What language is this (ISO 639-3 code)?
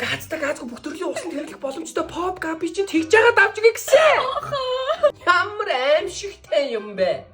mon